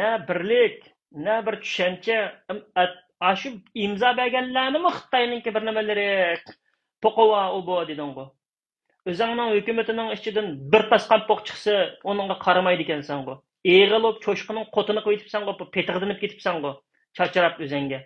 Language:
Uyghur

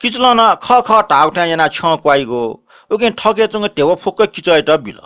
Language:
Newari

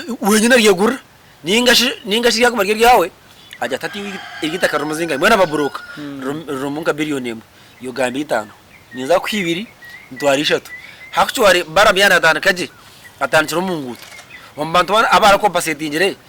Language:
Nyankole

